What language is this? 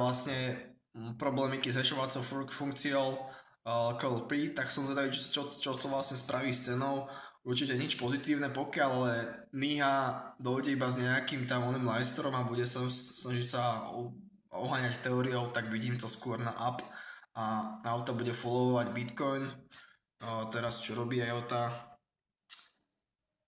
Slovak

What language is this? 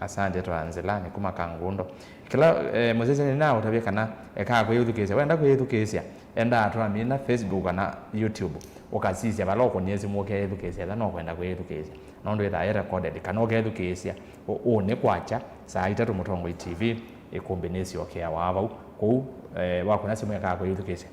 Kamba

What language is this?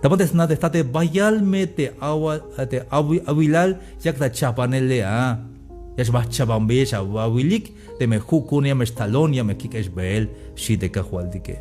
Tzeltal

